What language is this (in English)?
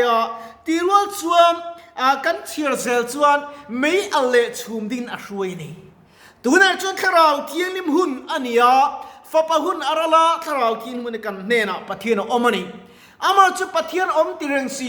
Mizo